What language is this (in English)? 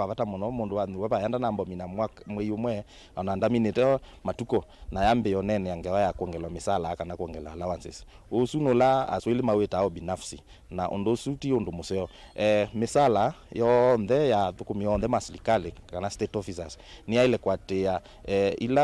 Kamba